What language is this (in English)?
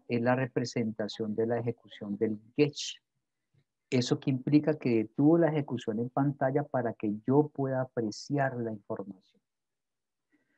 Spanish